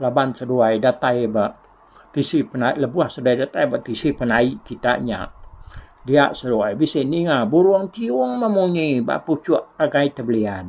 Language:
Iban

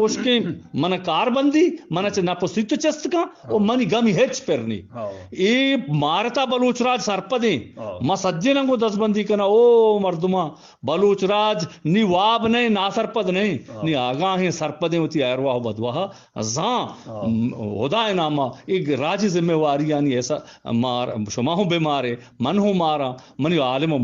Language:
Eastern Balochi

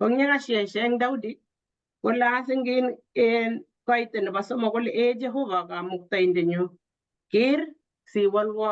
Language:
Kalenjin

